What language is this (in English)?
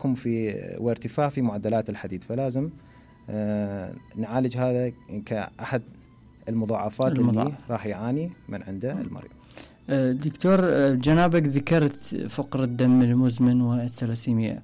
Mesopotamian Arabic